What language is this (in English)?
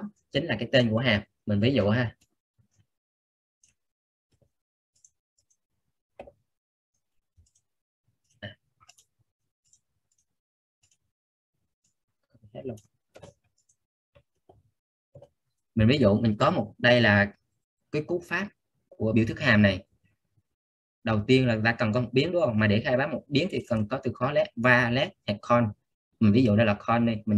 Vietnamese